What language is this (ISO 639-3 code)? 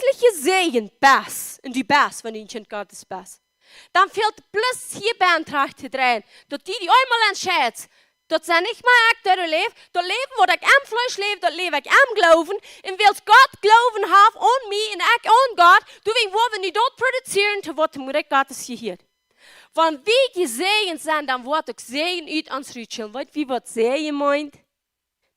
pdt